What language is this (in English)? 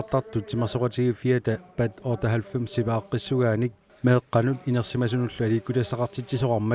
Kalaallisut